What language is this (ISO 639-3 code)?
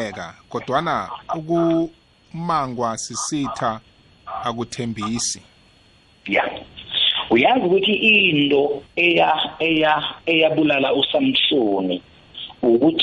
nbl